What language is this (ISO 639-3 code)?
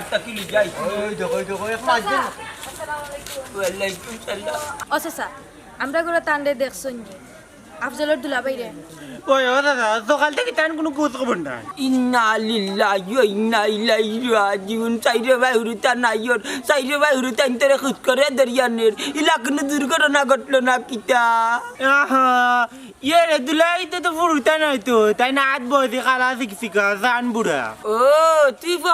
syl